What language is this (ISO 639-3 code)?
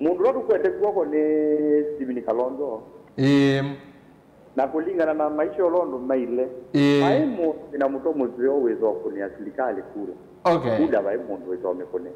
kam